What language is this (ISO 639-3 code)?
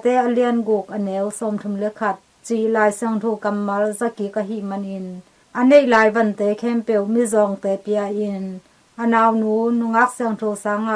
ctd